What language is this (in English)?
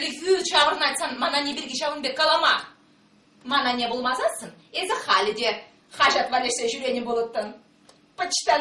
Chuvash